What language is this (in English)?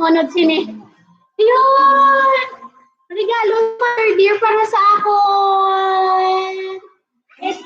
Hiligaynon